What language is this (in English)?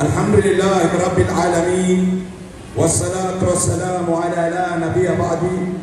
Maranao